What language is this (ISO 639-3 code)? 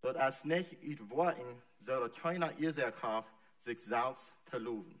pdt